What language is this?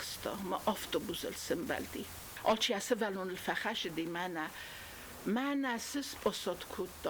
Ossetic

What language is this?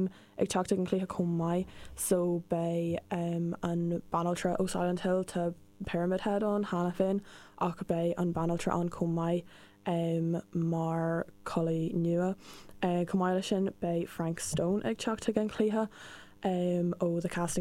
Irish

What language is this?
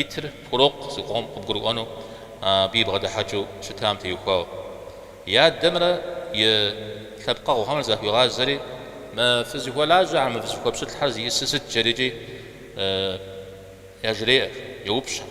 Kabardian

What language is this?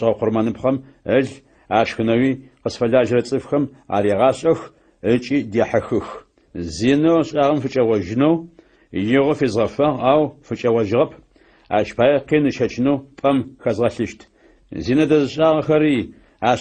Adyghe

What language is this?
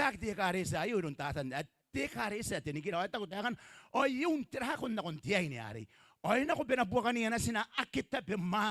Gilbertese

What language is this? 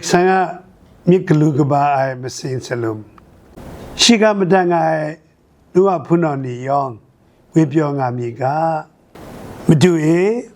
Kachin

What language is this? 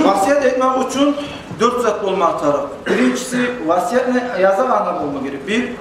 Kumyk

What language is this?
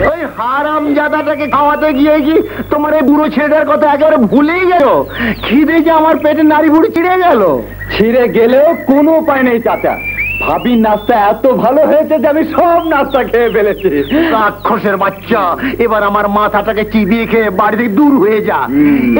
Bangla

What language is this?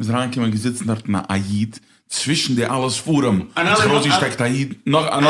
Yiddish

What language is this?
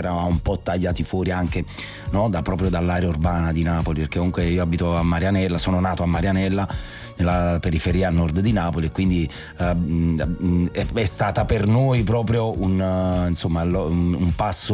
Italian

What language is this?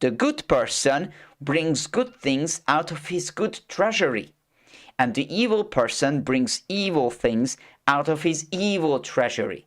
English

